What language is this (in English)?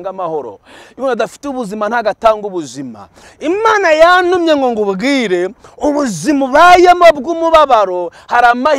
Kinyarwanda